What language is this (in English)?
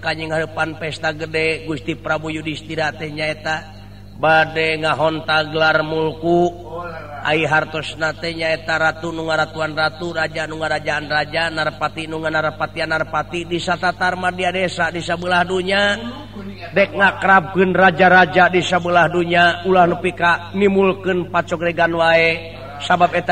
Sundanese